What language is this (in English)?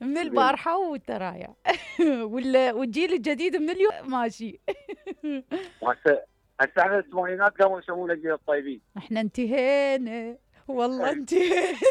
Mesopotamian Arabic